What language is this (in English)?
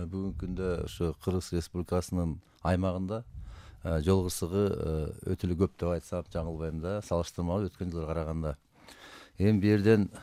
Kyrgyz